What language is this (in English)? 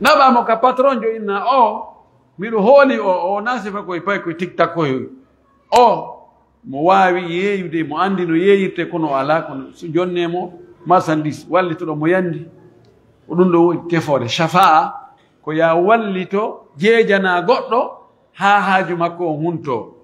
Pular